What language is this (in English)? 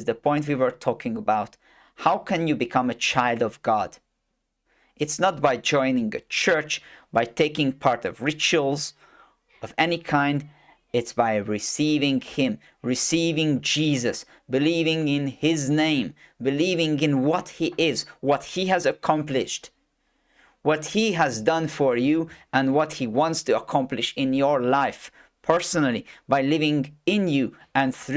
English